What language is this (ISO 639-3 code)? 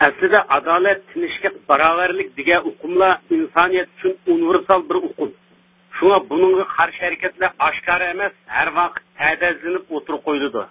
uig